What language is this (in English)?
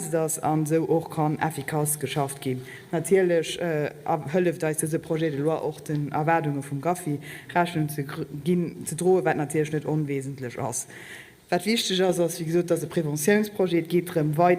Luxembourgish